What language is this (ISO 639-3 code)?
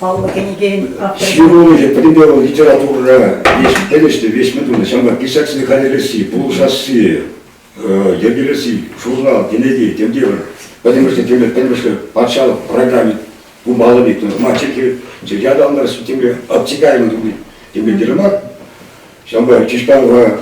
chv